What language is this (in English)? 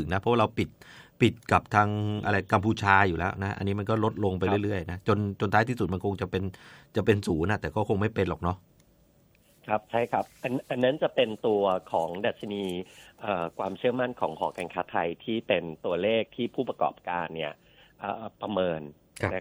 Thai